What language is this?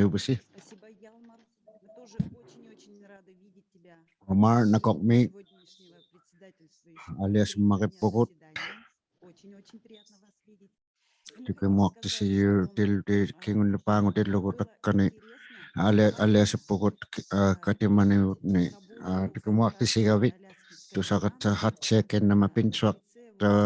Inuktitut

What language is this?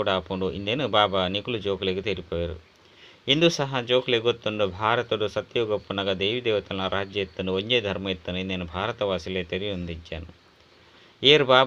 Tulu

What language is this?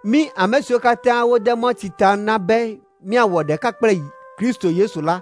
Ewe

